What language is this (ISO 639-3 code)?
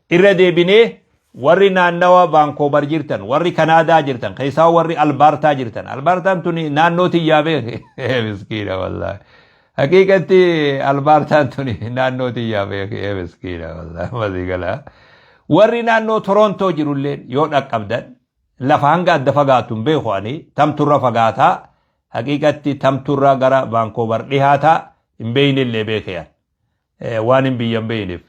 orm